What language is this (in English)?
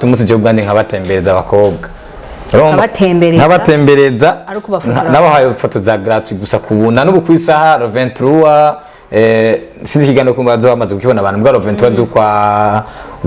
Rundi